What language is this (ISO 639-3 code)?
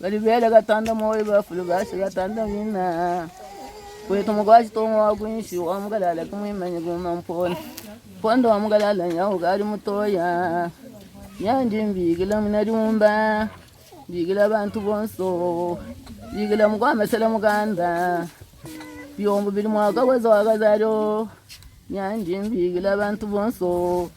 lua